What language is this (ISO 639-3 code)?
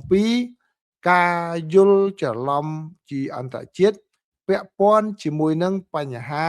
khm